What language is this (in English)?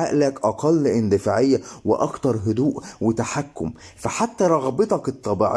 Egyptian Arabic